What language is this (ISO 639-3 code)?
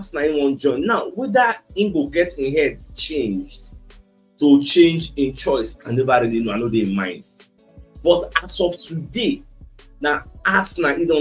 pcm